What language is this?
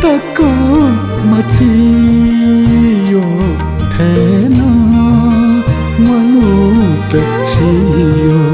Newari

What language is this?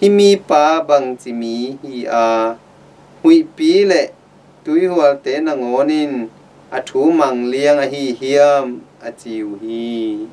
Tedim Chin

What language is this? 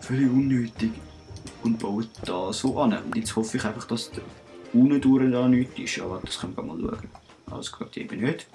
Swiss German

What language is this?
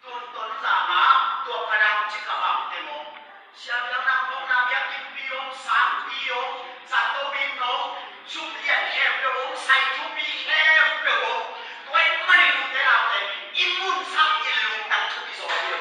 Tedim Chin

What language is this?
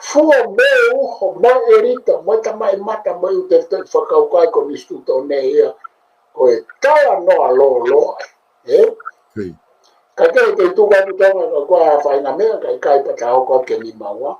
Tongan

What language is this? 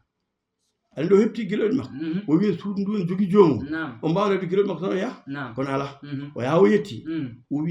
Fula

